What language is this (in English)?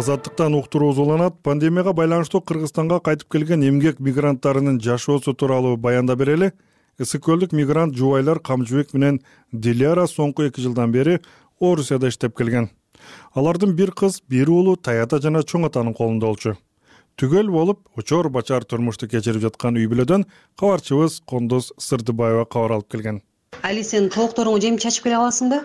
Kyrgyz